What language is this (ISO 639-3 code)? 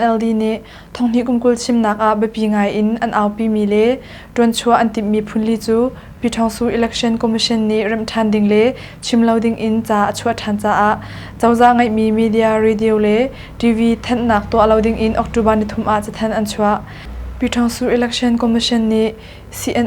cnh